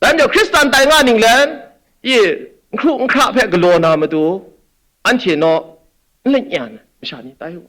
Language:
Kachin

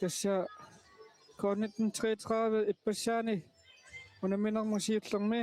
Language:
Kalaallisut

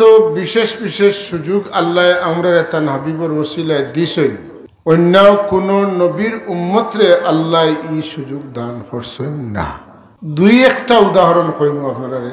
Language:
Sylheti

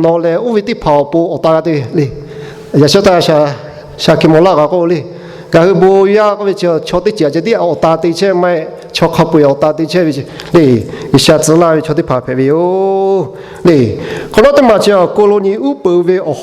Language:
Lahu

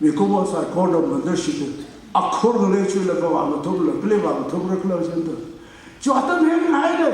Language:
Tangkhul Naga (India)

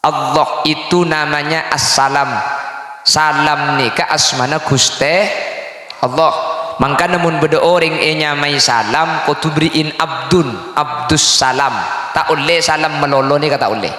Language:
Madurese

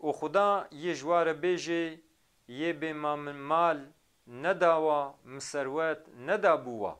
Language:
Kurdish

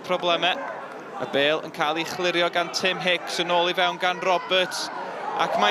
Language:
Welsh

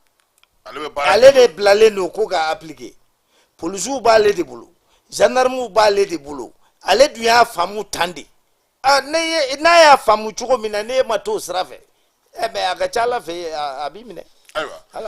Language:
Bambara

